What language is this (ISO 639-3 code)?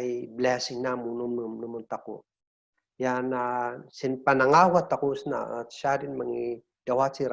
kne